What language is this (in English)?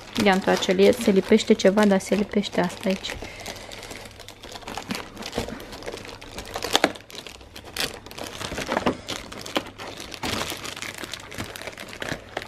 Romanian